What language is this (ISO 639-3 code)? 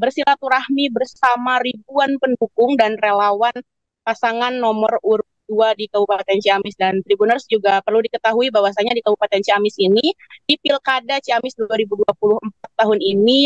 ind